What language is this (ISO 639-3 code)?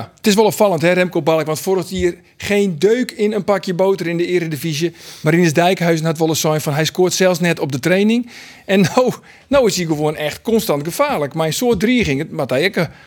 fry